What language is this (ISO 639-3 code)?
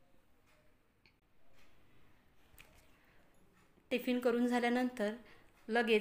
mar